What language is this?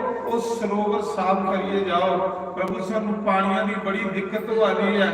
Dogri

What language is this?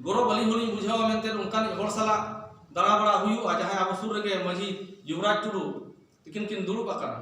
Santali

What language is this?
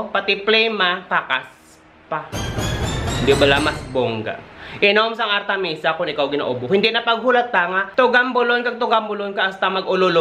Hiligaynon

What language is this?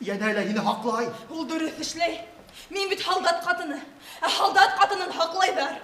Bashkir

